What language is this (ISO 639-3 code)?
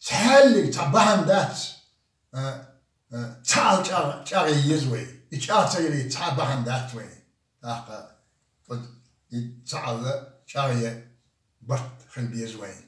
che